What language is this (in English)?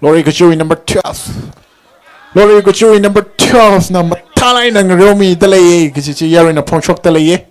Tangkhul Naga (India)